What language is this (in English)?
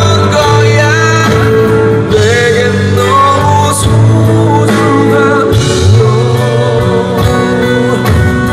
Korean